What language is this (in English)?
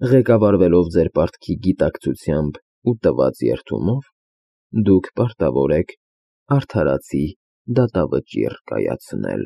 Armenian